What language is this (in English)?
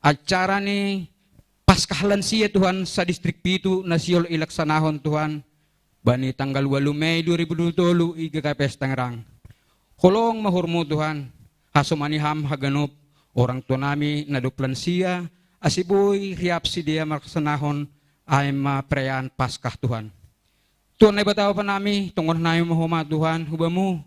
Batak Simalungun